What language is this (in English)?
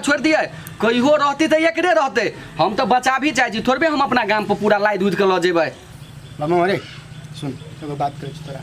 Maithili